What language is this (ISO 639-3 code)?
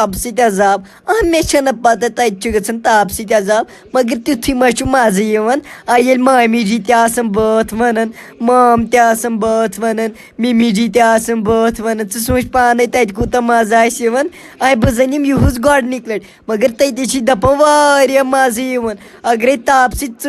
kas